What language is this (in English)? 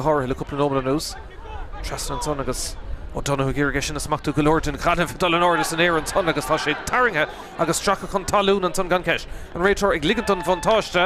Irish